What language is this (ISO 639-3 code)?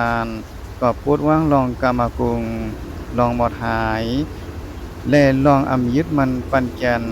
shn